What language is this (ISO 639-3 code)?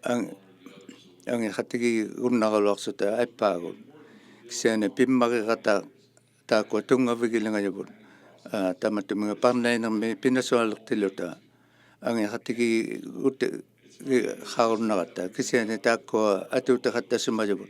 iku